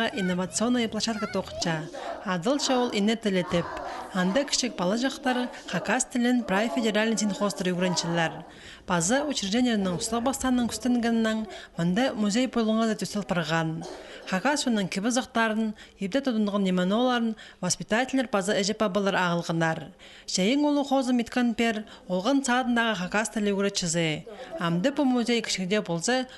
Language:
Khakas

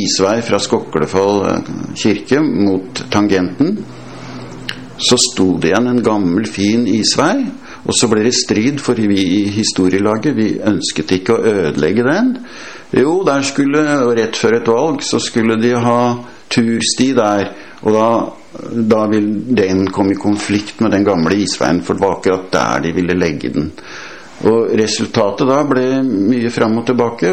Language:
Norwegian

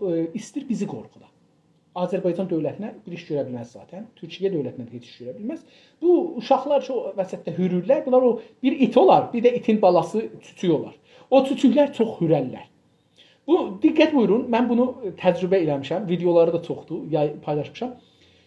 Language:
South Azerbaijani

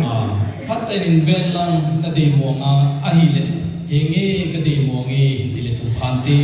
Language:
Thado Chin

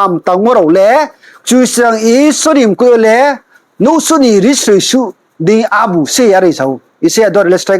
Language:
Riang (India)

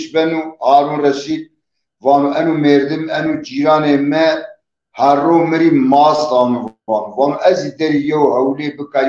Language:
Zaza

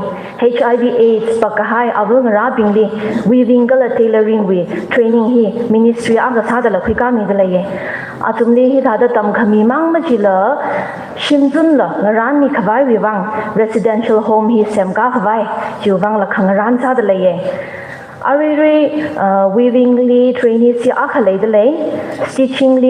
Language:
Tangkhul Naga (India)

